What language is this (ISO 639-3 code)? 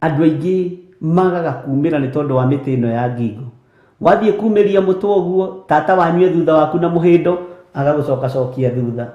kik